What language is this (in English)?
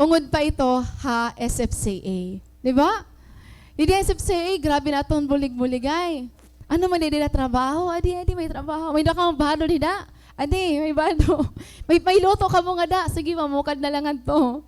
Waray